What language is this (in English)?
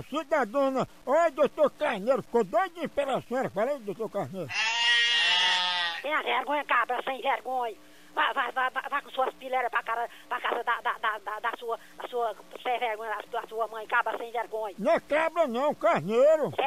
Portuguese